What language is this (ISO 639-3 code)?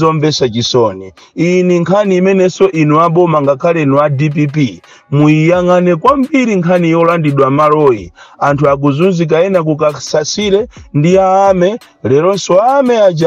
nya